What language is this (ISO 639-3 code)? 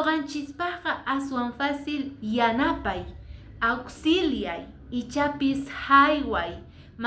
que